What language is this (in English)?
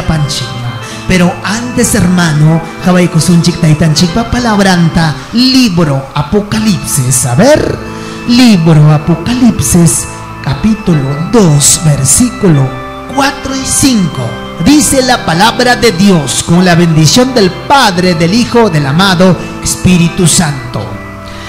Ayacucho Quechua